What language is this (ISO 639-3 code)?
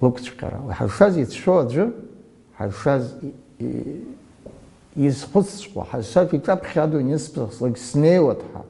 abk